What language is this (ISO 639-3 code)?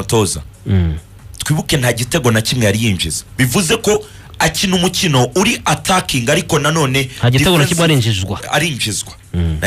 kin